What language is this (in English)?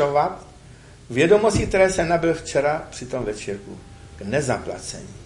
Czech